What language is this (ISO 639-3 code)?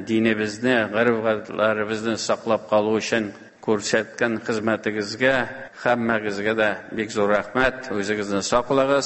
tat